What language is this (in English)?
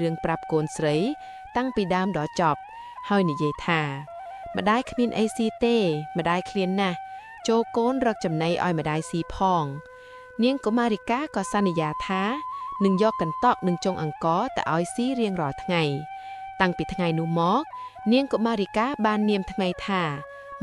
Khmer